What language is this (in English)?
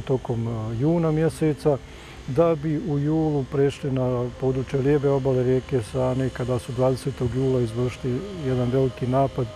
Bosnian